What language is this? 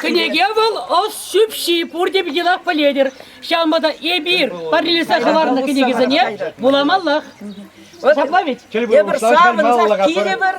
Chuvash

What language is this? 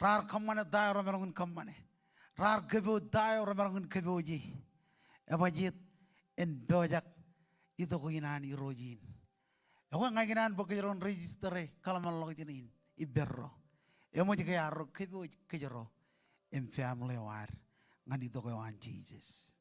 Marshallese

